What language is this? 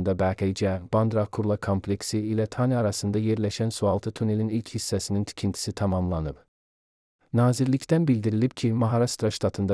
Azerbaijani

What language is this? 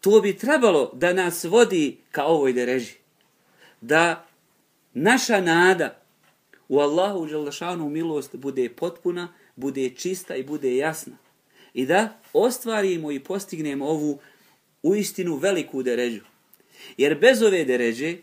Bosnian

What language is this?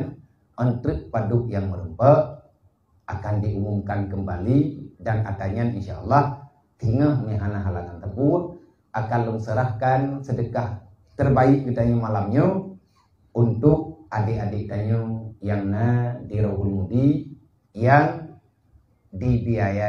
Achinese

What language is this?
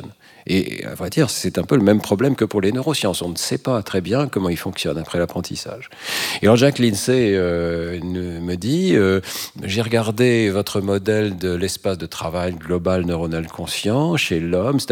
French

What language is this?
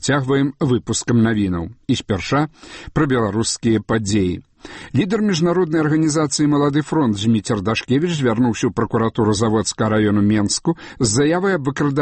Belarusian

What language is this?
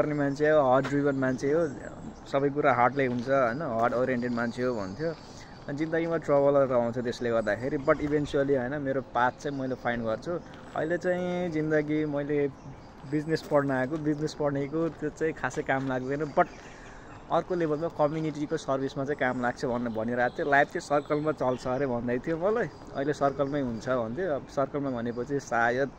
Nepali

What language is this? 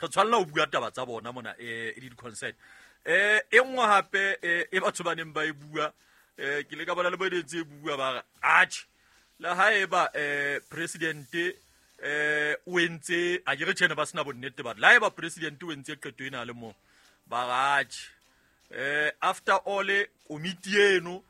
Southern Sotho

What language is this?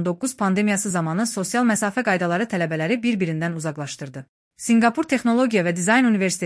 Azerbaijani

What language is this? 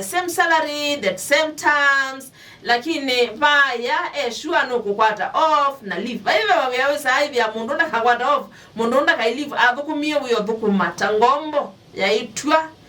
Kamba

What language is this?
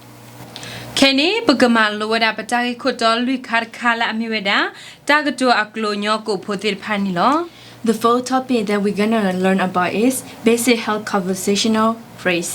S'gaw Karen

